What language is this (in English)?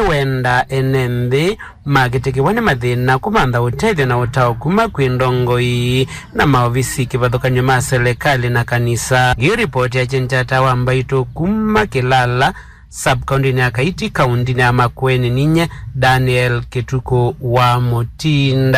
Kamba